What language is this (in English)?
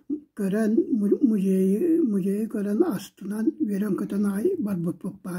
Yakut